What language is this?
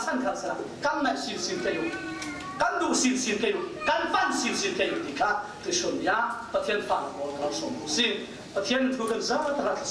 Falam Chin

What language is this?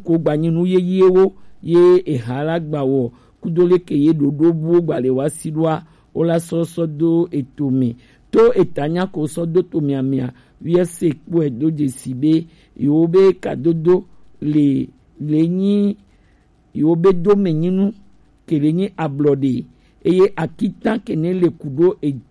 Gen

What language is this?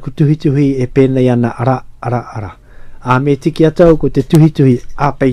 Māori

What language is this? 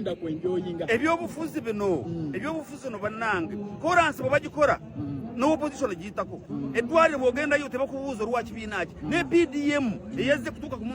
Ganda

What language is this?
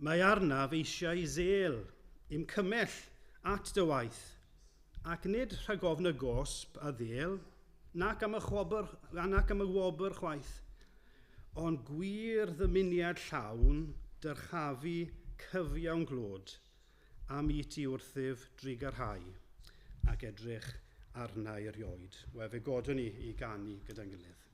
Welsh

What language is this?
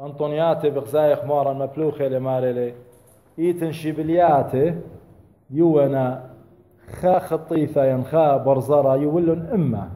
Assyrian Neo-Aramaic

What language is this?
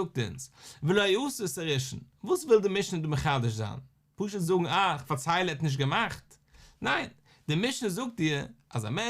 Yiddish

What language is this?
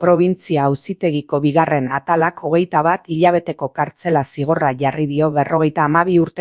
Basque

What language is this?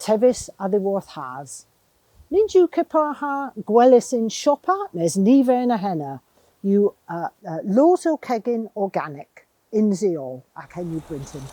Cornish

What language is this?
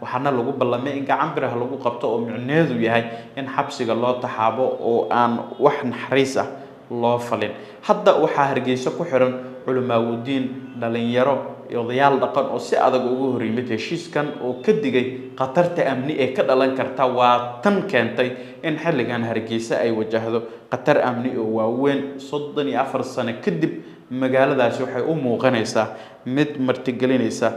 Somali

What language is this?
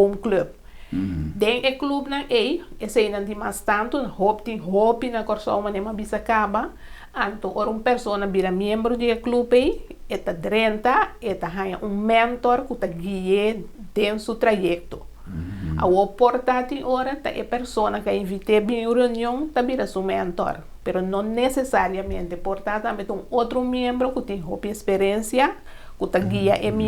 Papiamento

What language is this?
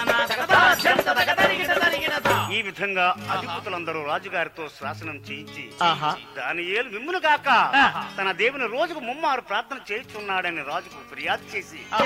Telugu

